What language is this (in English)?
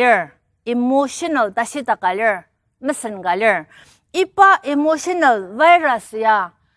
Ao Naga